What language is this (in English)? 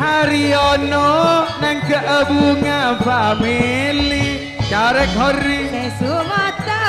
Madurese